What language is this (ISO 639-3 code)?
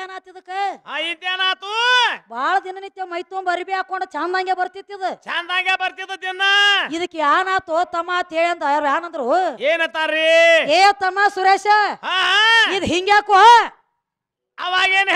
kan